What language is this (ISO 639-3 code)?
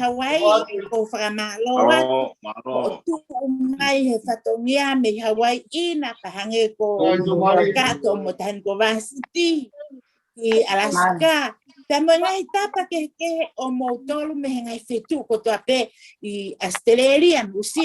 ton